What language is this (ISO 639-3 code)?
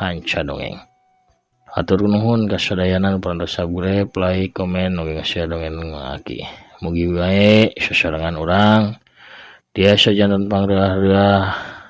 sun